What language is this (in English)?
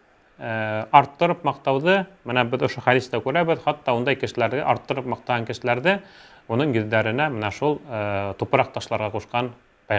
Bashkir